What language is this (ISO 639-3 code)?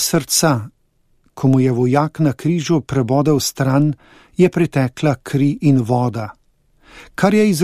slv